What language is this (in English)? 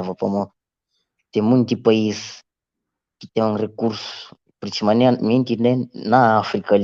Kabuverdianu